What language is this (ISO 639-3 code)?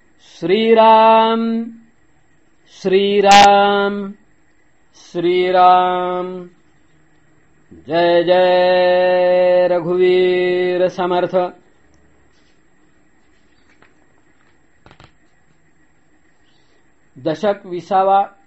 mar